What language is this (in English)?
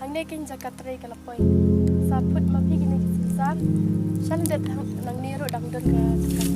Khasi